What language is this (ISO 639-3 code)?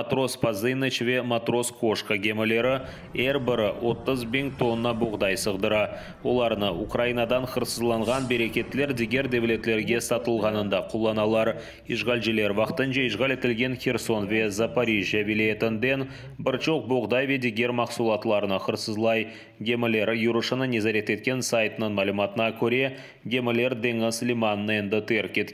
crh